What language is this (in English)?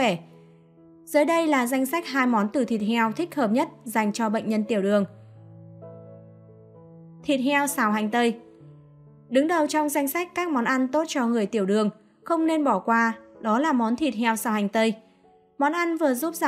Vietnamese